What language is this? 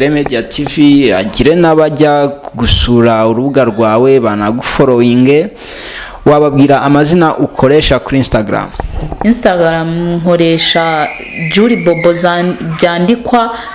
Kinyarwanda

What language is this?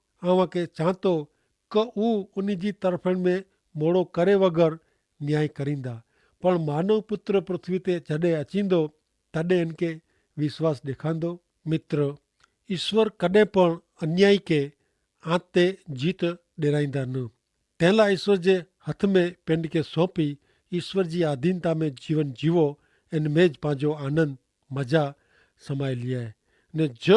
Kachhi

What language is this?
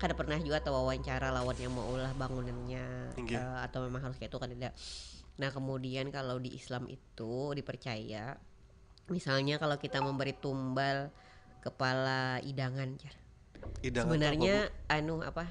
Banjar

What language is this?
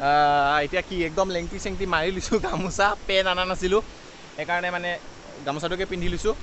Assamese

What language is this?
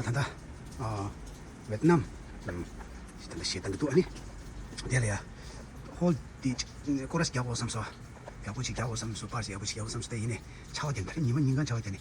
Tibetan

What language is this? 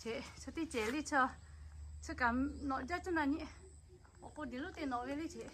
Lahu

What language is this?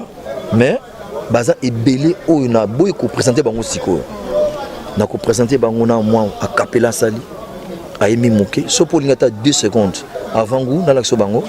Lingala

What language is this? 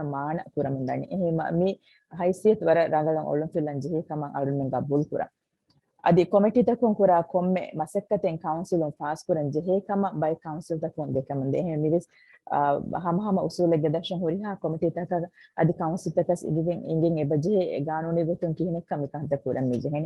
Divehi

